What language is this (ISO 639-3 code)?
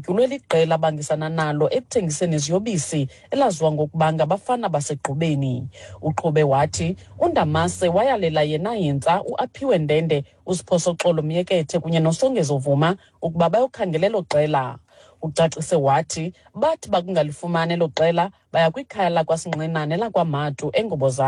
xho